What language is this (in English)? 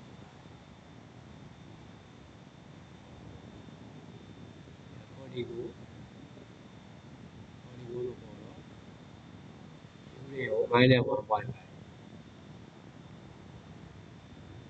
Burmese